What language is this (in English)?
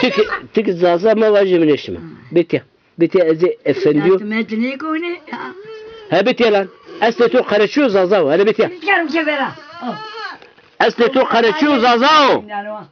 Zaza